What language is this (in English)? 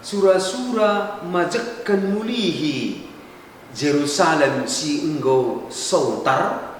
Batak Karo